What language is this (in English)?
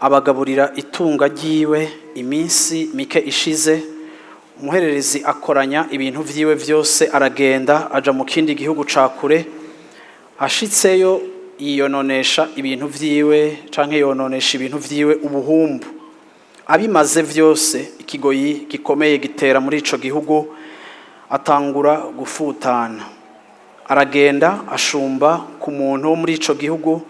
Rundi